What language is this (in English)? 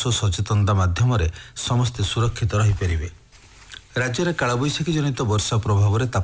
Odia